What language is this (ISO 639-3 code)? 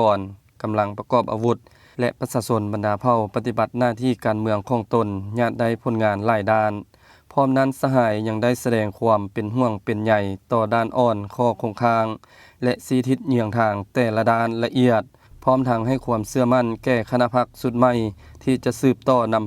lao